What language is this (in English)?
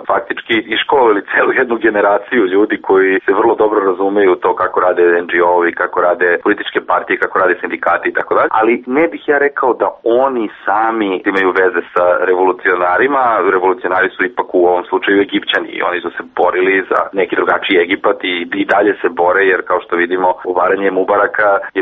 Serbian